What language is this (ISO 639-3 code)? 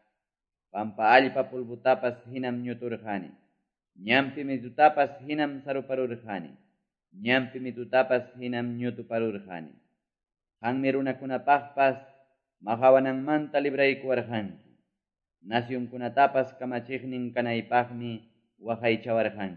que